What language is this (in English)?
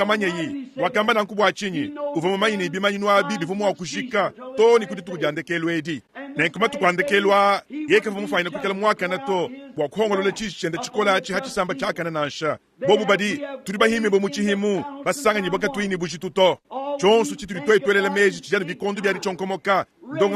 Luba-Lulua